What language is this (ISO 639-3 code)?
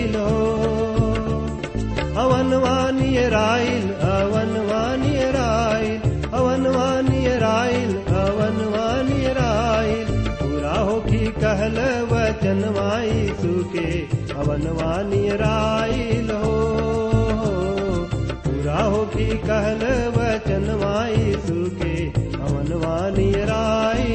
bho